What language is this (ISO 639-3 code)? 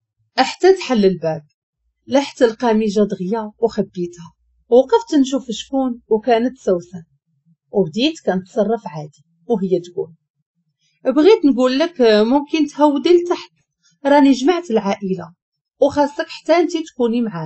ary